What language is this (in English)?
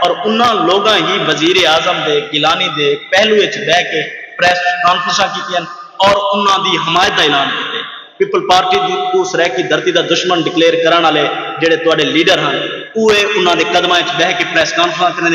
Saraiki